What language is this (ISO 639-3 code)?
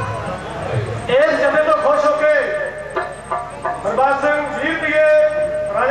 pan